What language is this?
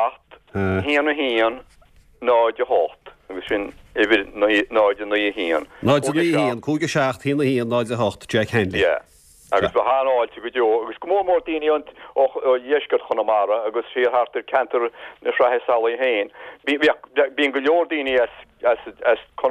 Irish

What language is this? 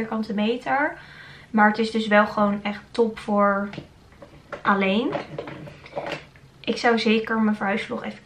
Dutch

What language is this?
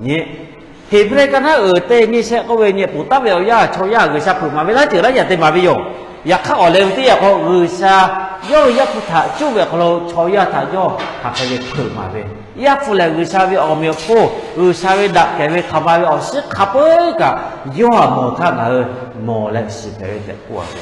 Lahu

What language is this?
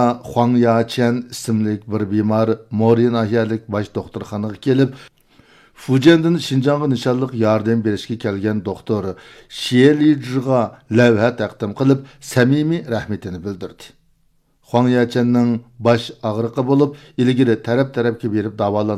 Uyghur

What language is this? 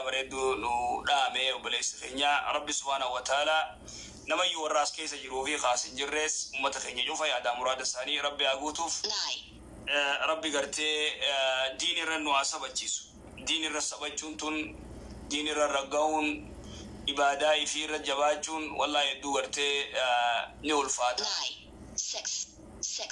Oromo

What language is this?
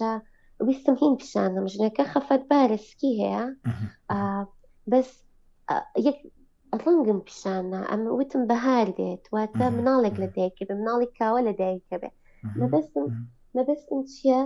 Central Kurdish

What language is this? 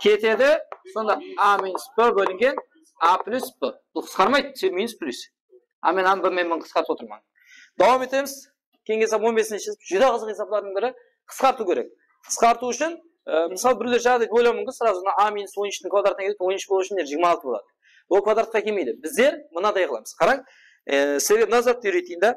Kara-Kalpak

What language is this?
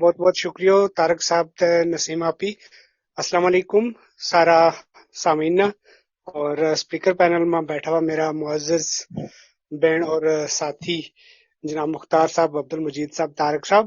Gujari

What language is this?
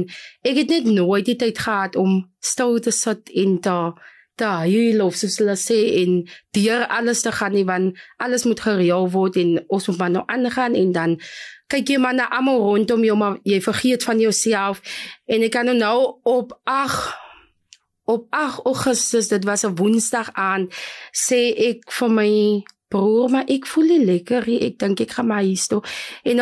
Afrikaans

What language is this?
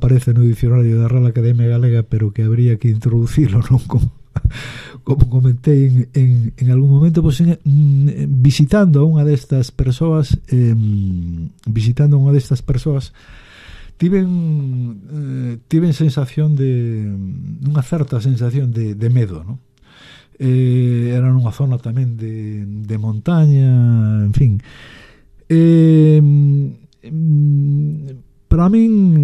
Galician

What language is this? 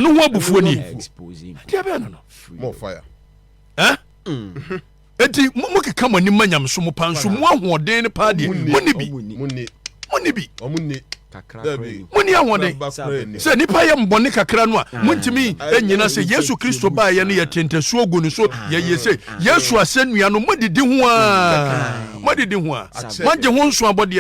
Akan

